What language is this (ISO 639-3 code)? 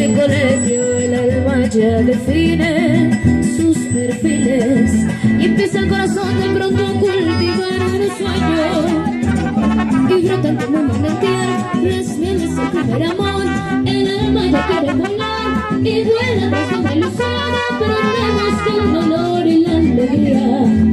spa